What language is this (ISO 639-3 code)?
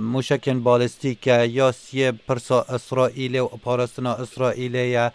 kur